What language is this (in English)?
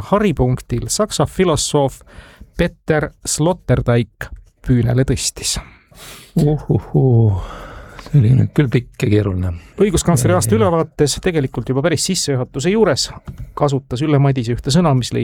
Estonian